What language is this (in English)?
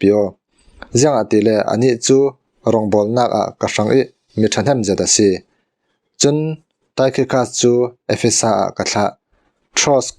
Falam Chin